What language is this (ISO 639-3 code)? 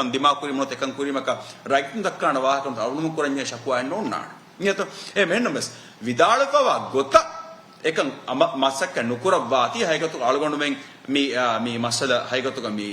div